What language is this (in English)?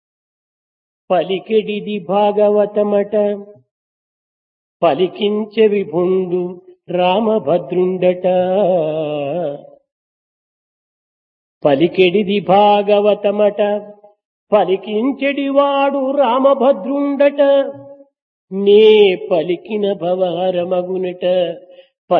Telugu